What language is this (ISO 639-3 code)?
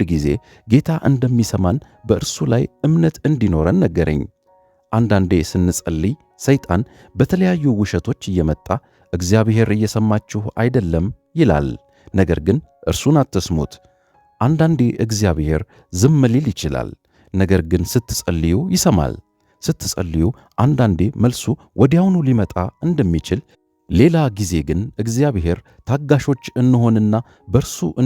amh